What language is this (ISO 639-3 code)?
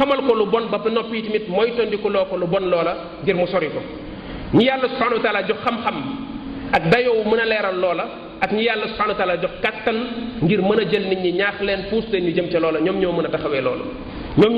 wol